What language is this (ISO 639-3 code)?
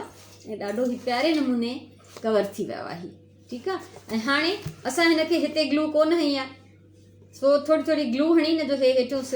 snd